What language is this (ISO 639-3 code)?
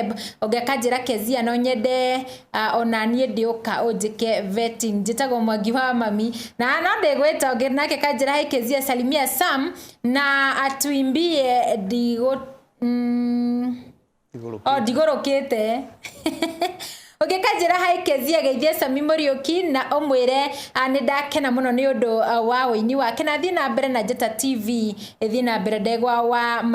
kik